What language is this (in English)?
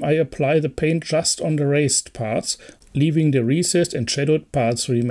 English